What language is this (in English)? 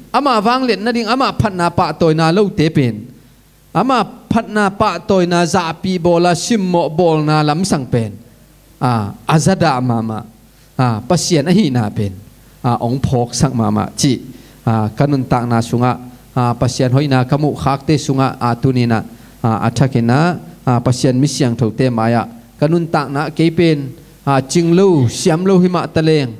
Tedim Chin